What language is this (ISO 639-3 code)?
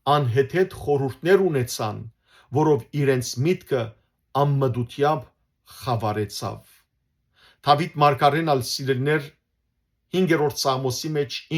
hyw